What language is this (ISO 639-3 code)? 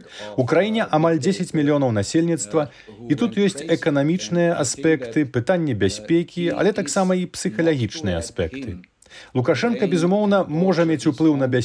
bel